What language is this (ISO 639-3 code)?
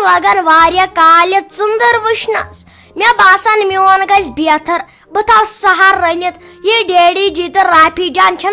kas